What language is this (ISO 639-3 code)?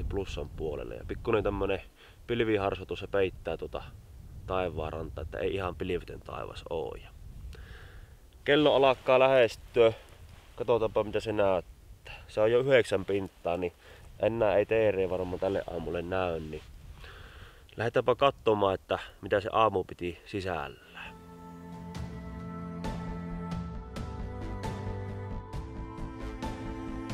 fin